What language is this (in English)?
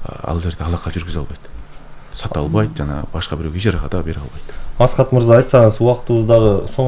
Kyrgyz